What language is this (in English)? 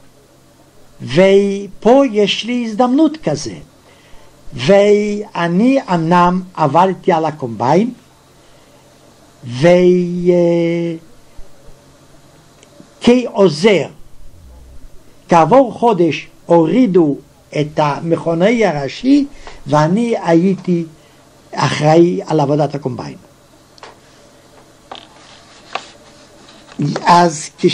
Hebrew